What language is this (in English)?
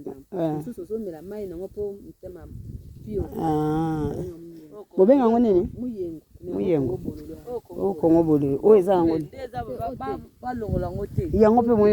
Lingala